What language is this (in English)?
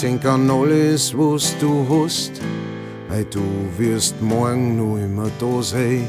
Bavarian